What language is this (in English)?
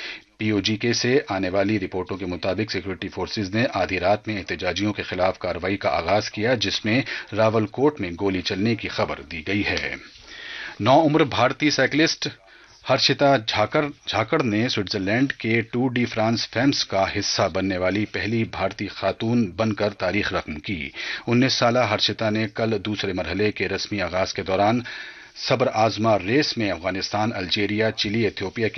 Urdu